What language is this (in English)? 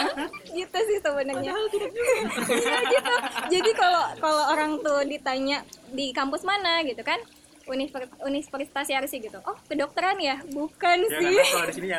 Indonesian